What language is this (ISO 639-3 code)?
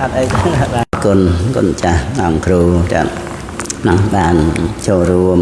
khm